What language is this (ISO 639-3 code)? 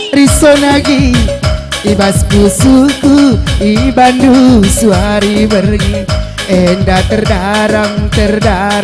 btx